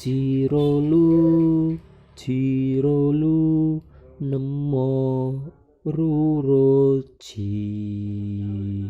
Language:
Javanese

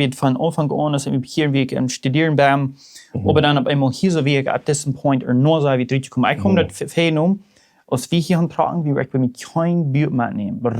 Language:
Plautdietsch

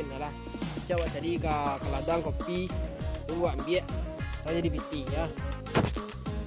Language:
Minangkabau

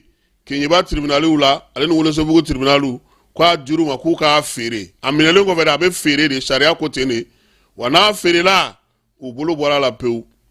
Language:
Bambara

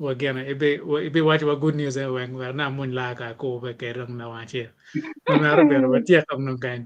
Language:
Acoli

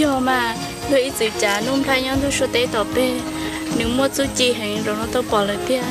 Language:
Hmong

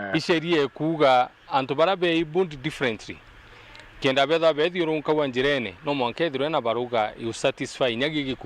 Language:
Meru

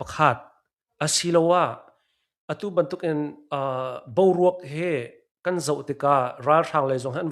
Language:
Hakha Chin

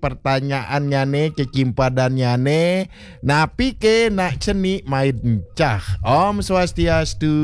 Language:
Balinese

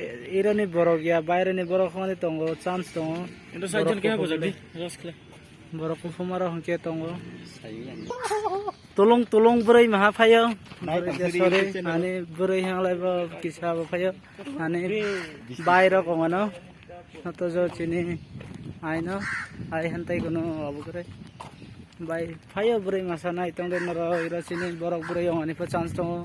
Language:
Kok Borok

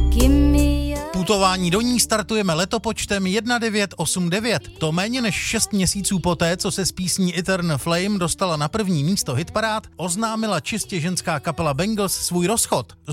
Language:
Czech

